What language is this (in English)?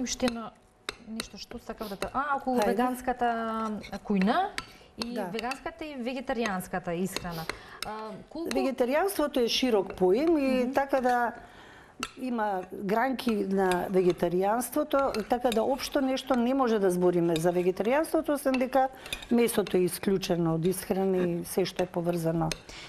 Macedonian